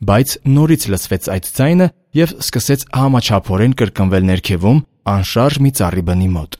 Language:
Armenian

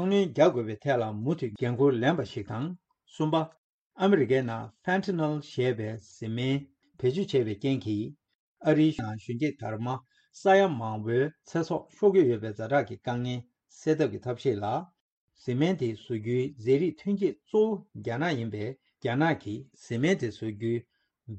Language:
Tibetan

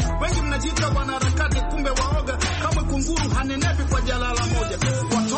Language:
Swahili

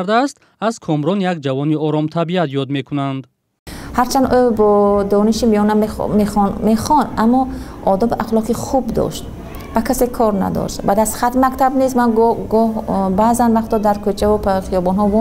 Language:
Tajik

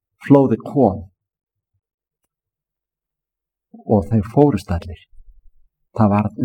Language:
Icelandic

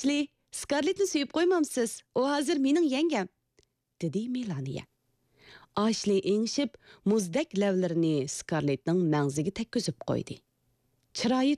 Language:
Uyghur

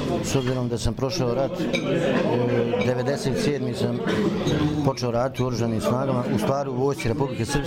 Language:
Bosnian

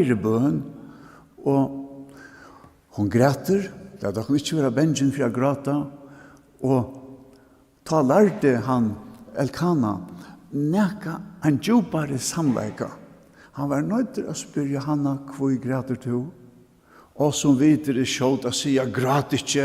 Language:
Faroese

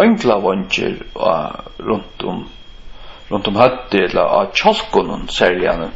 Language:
Faroese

